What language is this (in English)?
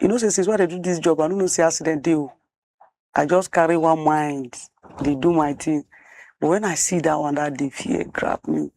Nigerian Pidgin